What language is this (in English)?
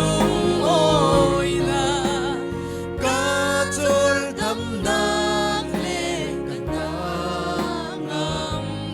Falam Chin